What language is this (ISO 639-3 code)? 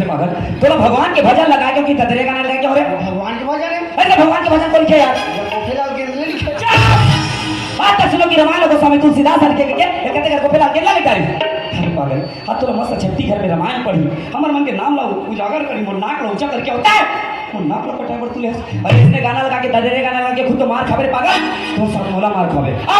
hne